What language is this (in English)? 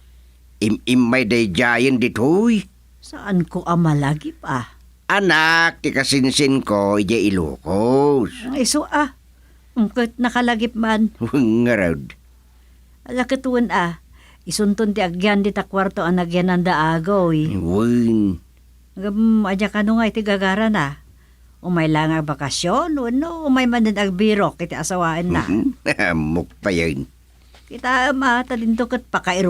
Iloko